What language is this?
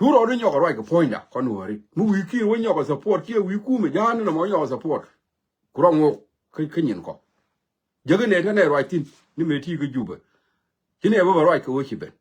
Nuer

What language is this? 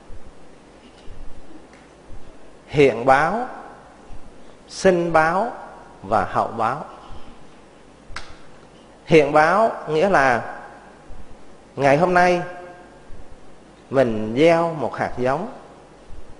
Vietnamese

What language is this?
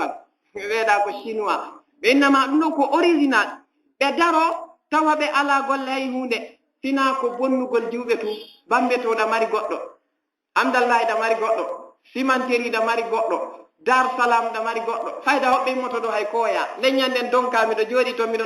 Fula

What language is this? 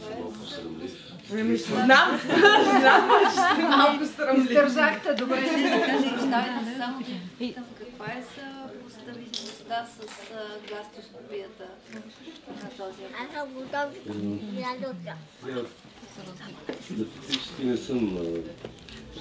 Bulgarian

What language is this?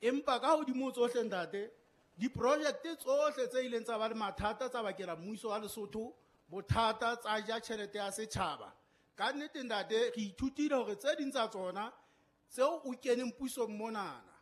Southern Sotho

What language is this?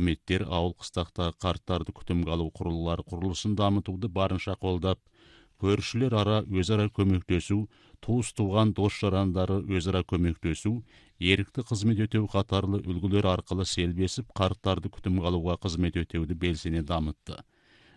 Kazakh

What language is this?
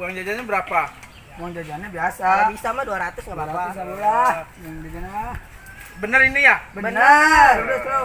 Betawi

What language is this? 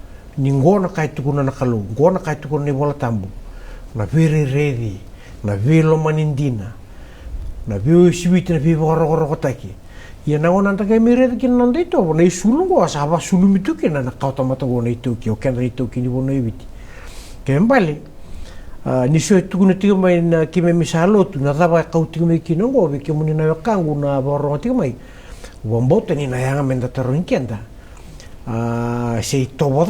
Fijian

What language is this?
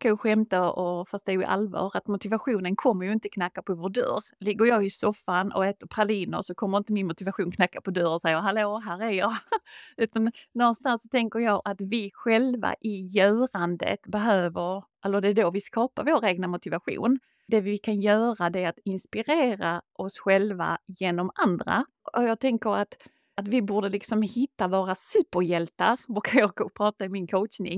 Swedish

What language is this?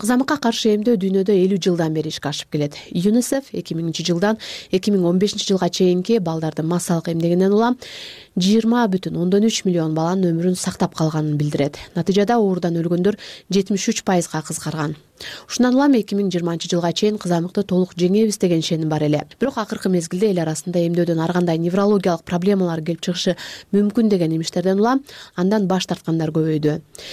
Kyrgyz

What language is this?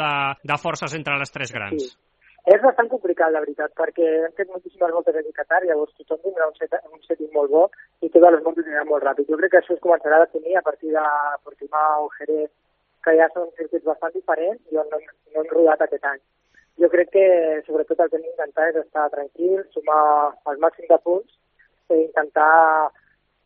Catalan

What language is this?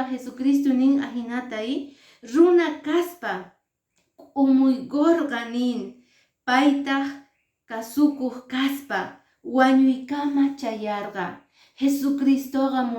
Quechua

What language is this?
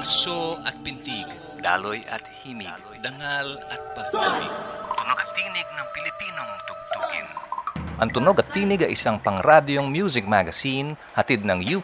Filipino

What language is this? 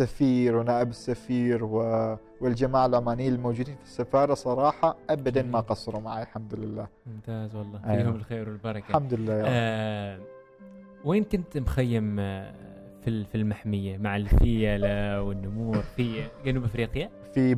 Gulf Arabic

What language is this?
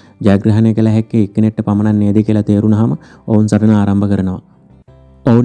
Sinhala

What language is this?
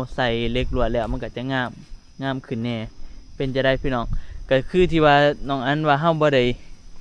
Northeastern Thai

